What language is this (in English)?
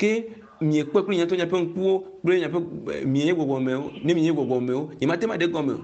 Ewe